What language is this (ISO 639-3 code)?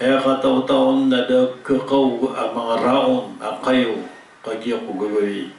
mrw